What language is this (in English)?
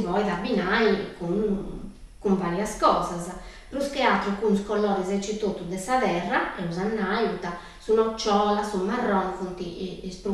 Sardinian